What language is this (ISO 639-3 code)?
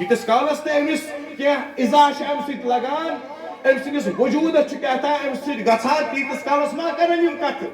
kas